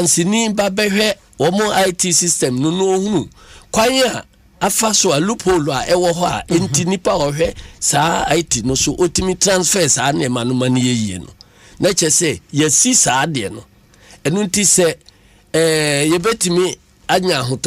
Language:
Akan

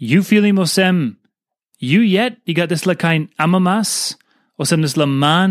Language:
Tok Pisin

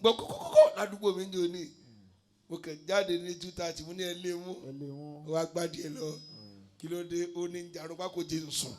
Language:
Yoruba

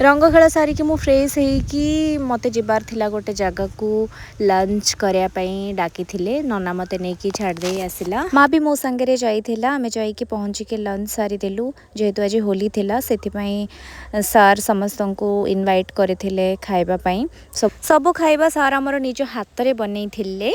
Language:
Odia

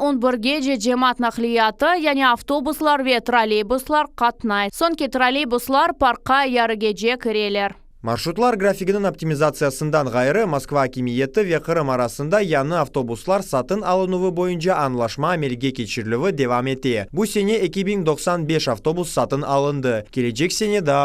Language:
Crimean Tatar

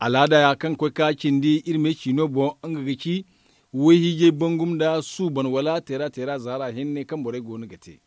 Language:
Zarma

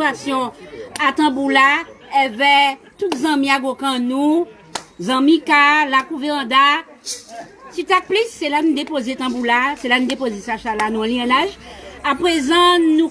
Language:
Guadeloupean Creole French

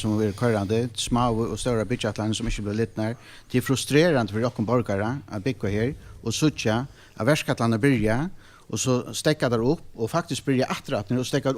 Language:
Faroese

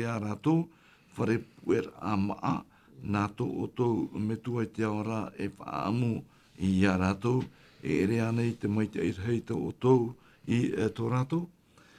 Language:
Tahitian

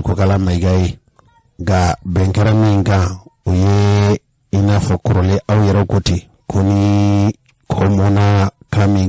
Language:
Bambara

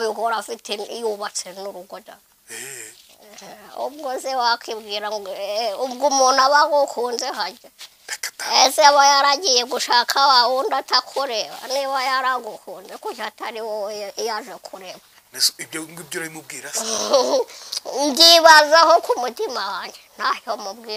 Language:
Kinyarwanda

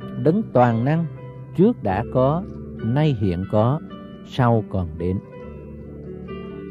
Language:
Vietnamese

